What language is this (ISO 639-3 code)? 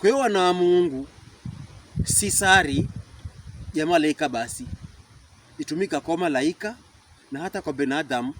pkb